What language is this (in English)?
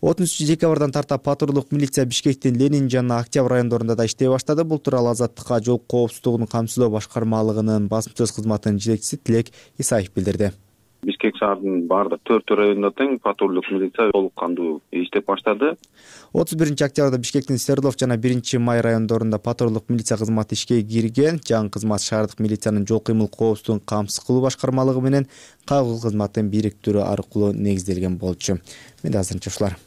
Kyrgyz